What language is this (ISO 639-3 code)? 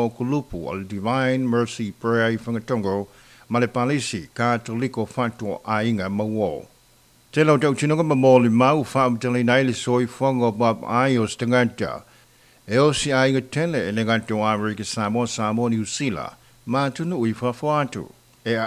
smo